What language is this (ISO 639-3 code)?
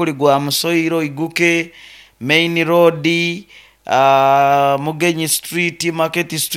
nyo